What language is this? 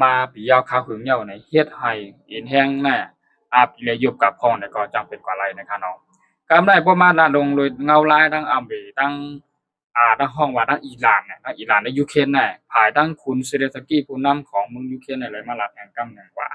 Shan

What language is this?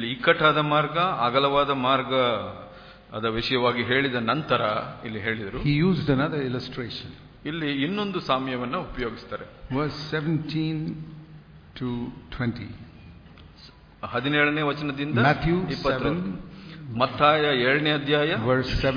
Kannada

